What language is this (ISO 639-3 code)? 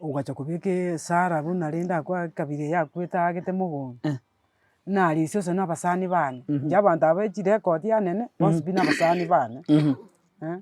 guz